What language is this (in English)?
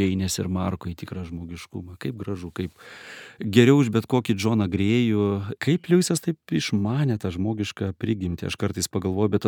Lithuanian